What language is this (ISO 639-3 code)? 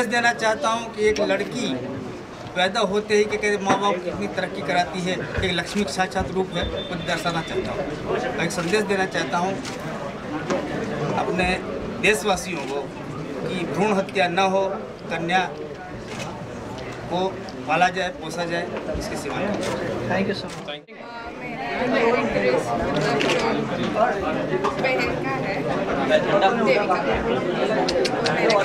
hin